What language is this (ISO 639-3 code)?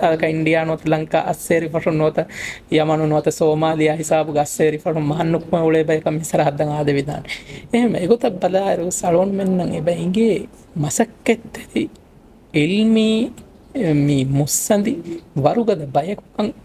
div